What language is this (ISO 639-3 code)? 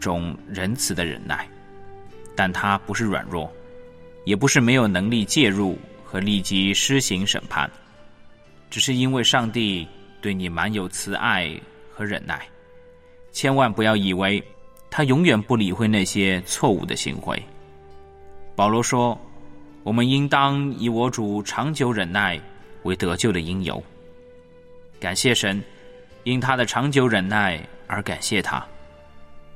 zho